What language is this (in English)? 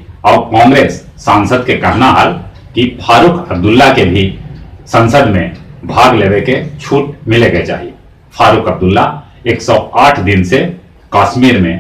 Magahi